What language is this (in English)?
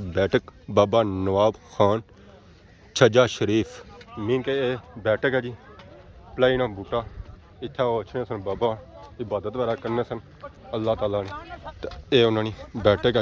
Pahari-Potwari